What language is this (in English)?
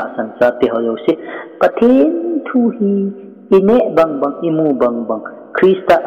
Thado Chin